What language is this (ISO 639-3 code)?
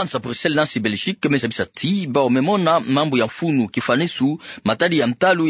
ktu